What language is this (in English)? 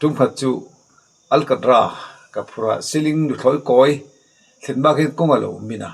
Mizo